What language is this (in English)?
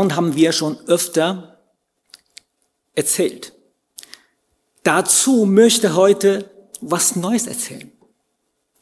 German